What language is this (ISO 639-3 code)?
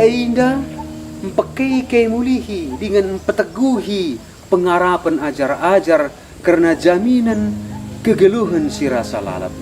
btx